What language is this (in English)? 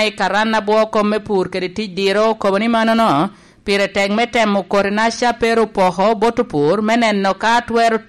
Lango (Uganda)